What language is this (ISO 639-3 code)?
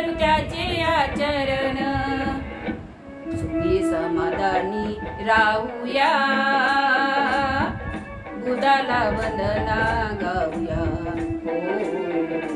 mar